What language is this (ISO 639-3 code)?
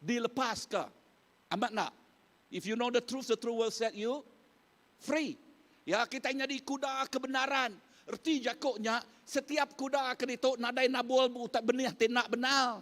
iba